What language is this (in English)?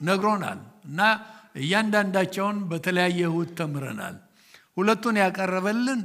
Amharic